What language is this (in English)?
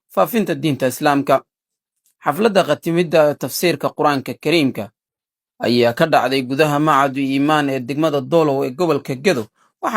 Somali